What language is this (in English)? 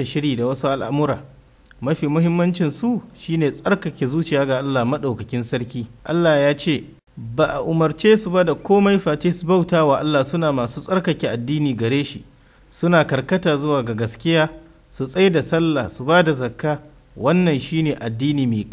Hausa